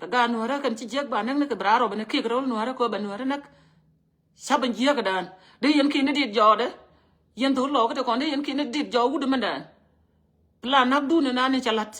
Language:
Nuer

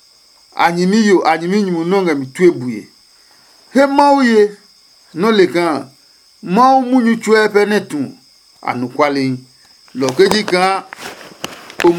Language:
Adangme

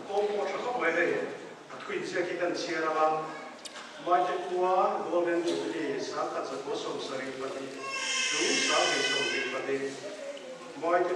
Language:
Mizo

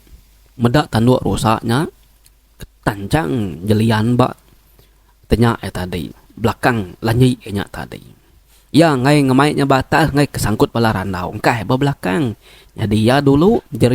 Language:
Iban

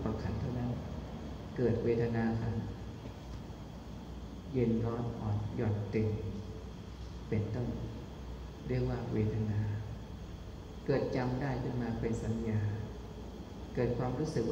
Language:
Thai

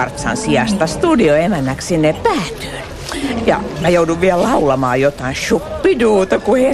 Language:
Finnish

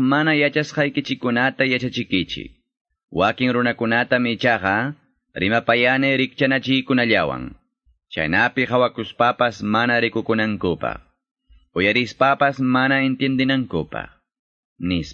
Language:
Quechua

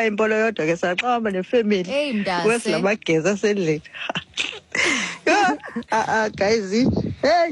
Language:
Xhosa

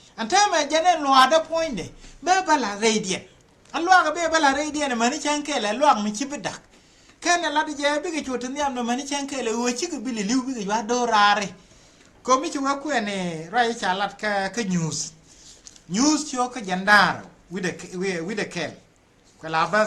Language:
Nuer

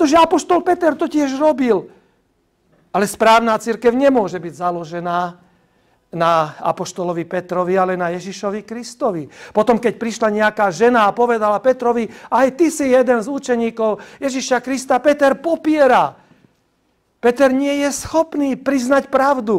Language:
Slovak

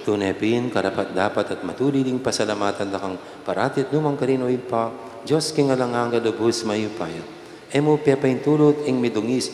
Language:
Pampanga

